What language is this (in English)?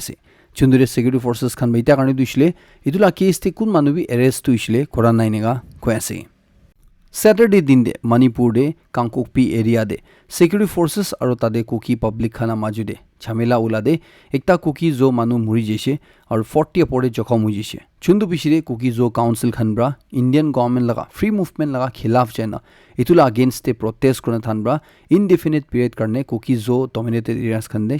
Naga Pidgin